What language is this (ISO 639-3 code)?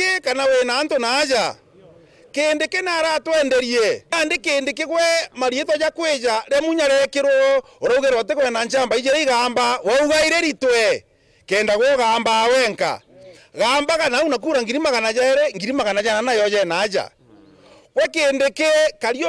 mer